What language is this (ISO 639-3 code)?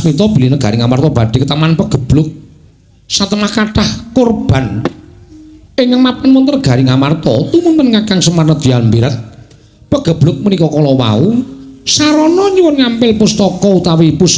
jav